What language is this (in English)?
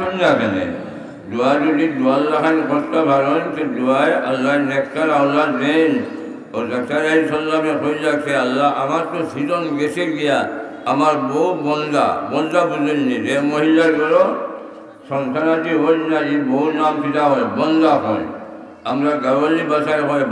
Sylheti